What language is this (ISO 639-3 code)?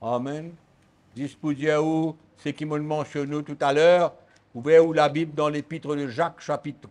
mfe